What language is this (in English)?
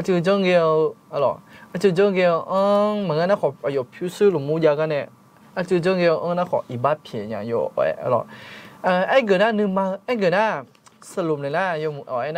Akha